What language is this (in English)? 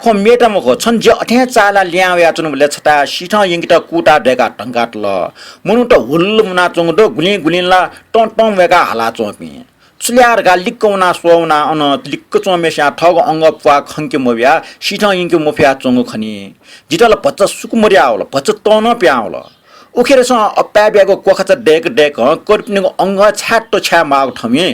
Newari